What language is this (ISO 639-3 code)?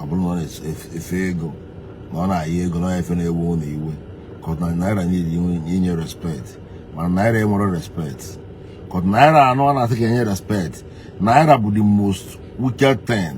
ibo